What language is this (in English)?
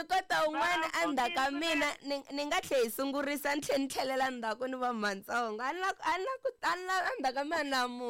Tsonga